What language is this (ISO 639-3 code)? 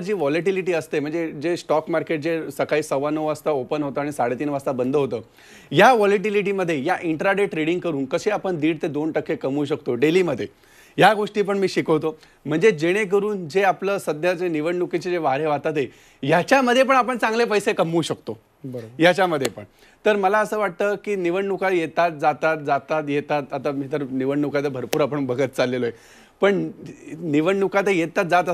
mar